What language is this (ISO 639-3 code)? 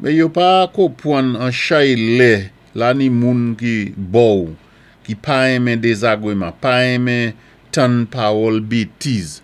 acf